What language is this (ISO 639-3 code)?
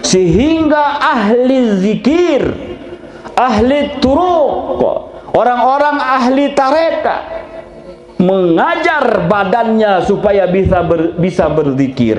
sas